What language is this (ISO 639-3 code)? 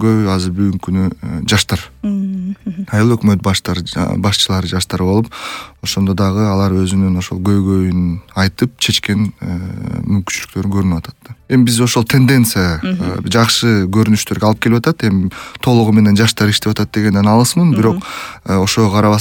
kir